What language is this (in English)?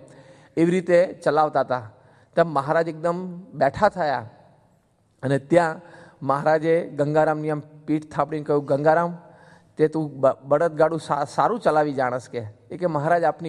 Gujarati